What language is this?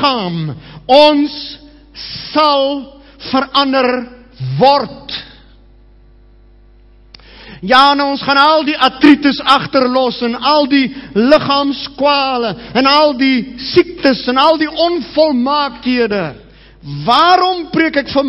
Afrikaans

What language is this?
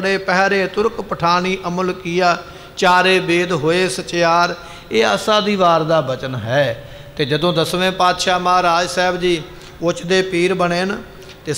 Punjabi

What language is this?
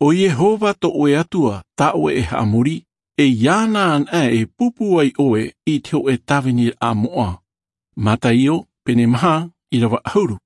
Tahitian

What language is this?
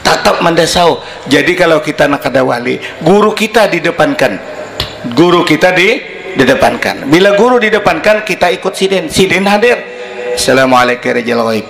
Banjar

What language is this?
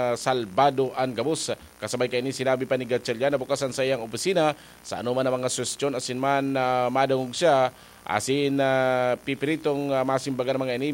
Bikol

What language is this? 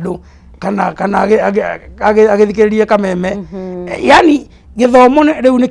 Kikuyu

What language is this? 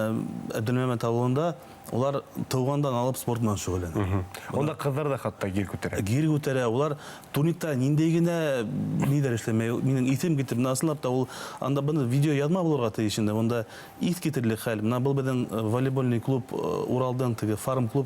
Bashkir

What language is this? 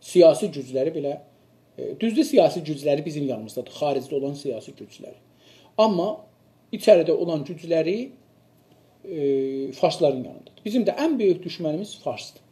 South Azerbaijani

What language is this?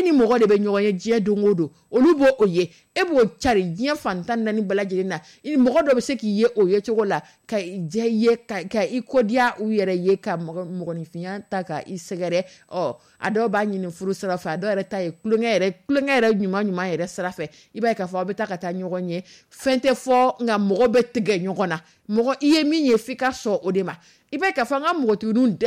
Dyula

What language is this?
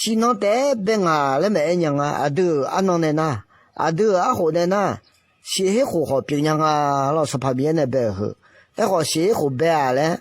Akha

